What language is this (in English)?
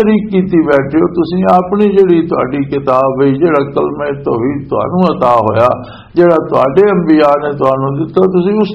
Western Panjabi